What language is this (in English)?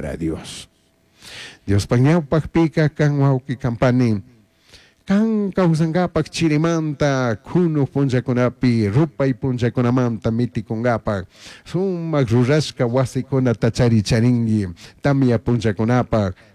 Chimborazo Highland Quichua